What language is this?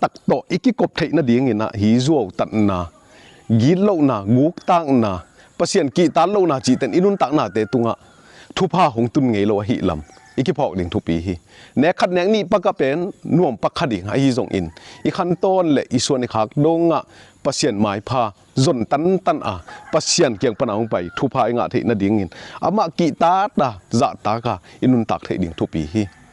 Tedim Chin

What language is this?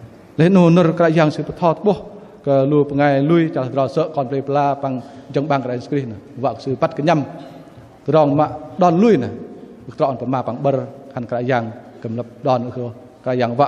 Bahnar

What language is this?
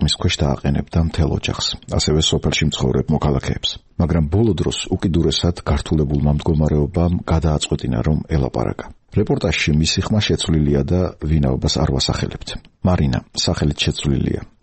Georgian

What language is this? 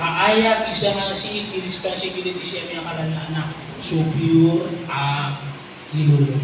Maranao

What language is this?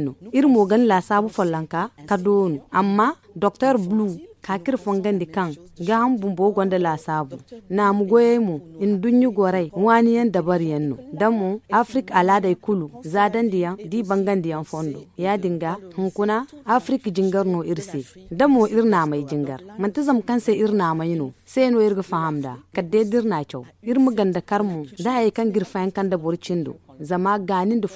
Zarma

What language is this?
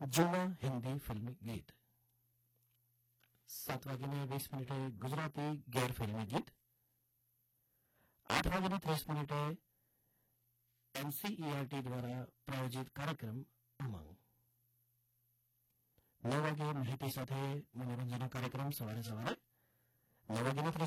Gujarati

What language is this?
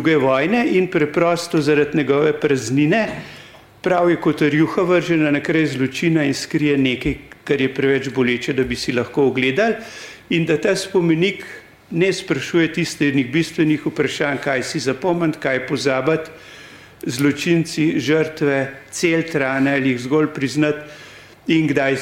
Slovenian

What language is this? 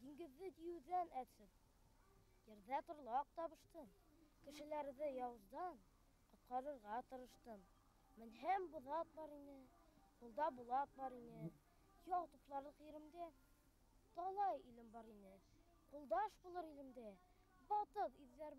Bashkir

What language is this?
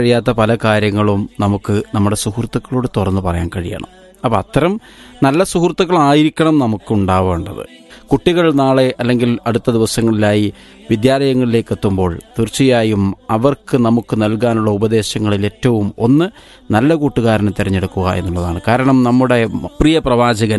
Malayalam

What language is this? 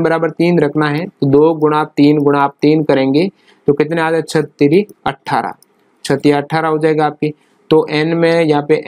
Hindi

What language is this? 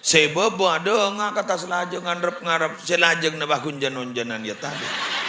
Madurese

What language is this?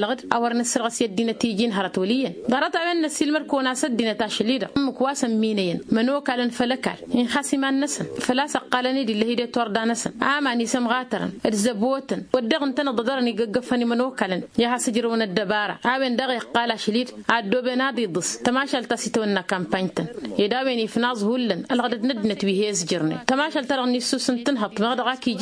Tamasheq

